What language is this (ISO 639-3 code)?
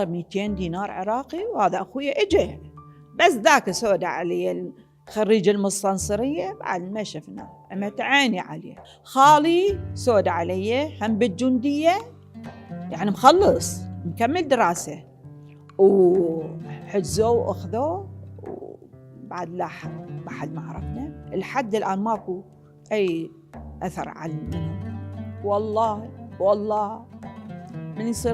acm